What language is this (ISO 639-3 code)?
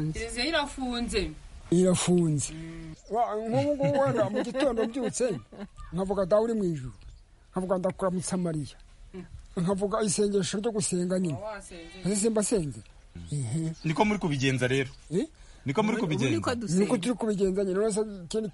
kin